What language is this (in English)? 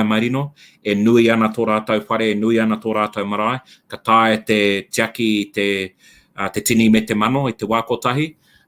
Māori